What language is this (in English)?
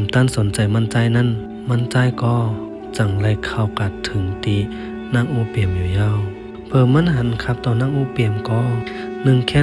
Shan